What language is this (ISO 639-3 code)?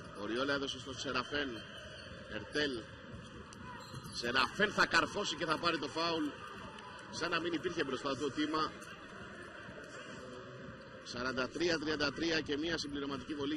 ell